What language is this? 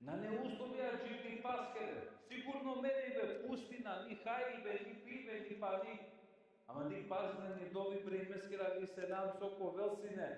Balkan Romani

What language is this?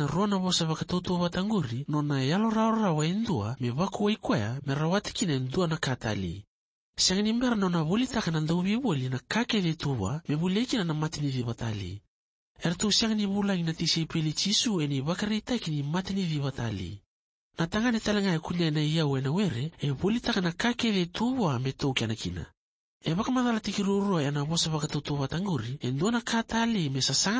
Fijian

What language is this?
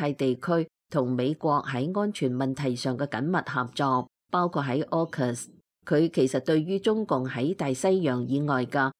Cantonese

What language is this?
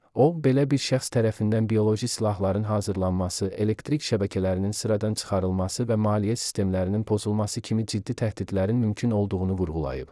Azerbaijani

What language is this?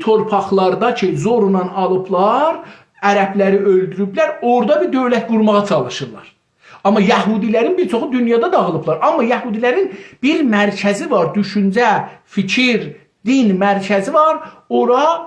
South Azerbaijani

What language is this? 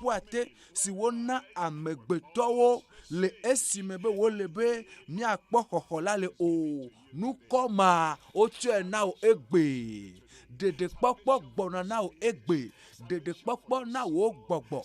Ewe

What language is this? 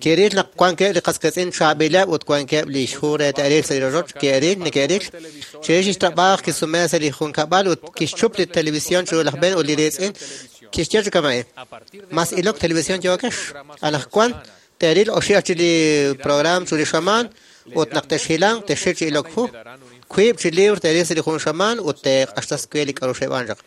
Kekchí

